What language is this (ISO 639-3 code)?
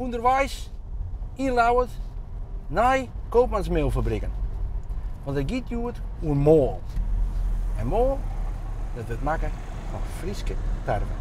fry